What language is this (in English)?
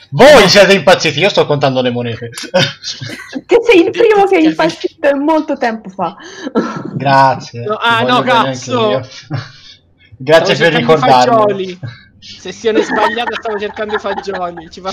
Italian